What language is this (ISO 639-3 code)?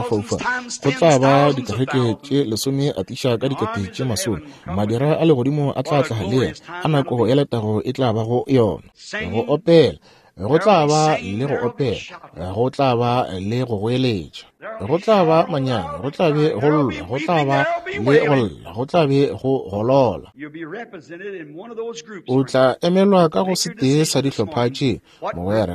nso